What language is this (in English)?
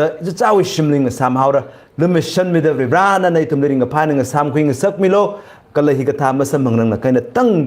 Tangkhul Naga (India)